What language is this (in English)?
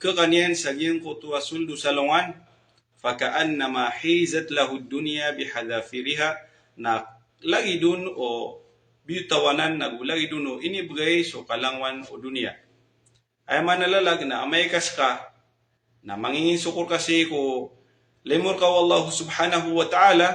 Maranao